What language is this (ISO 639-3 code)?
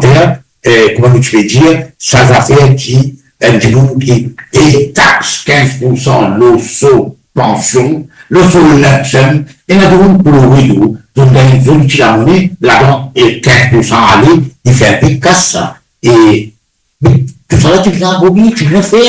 mfe